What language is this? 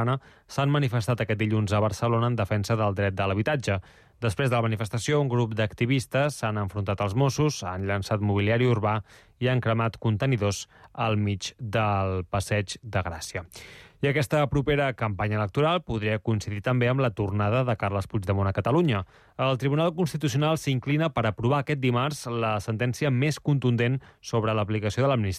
Catalan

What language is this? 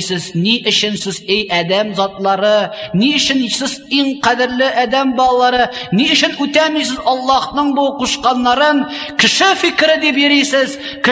Tatar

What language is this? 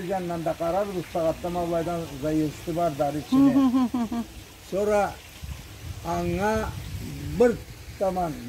Karachay-Balkar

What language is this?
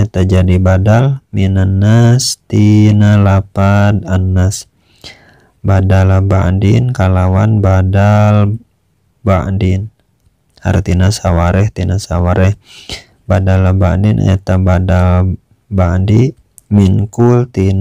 Sundanese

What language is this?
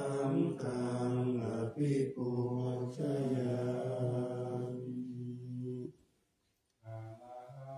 Pali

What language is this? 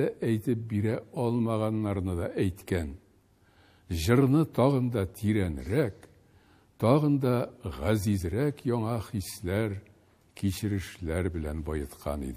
Tatar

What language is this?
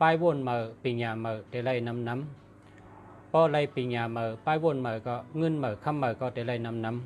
Shan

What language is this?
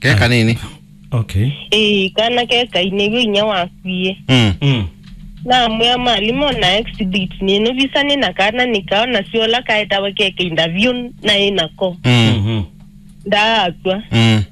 Kamba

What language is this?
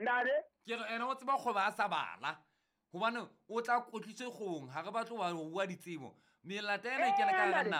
Southern Sotho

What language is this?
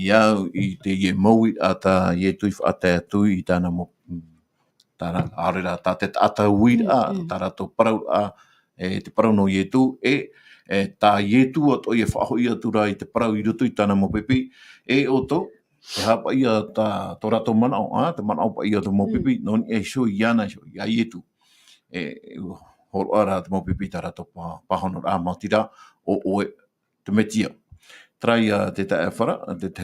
Tahitian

